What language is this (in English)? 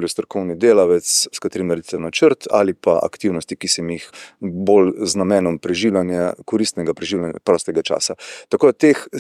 Slovenian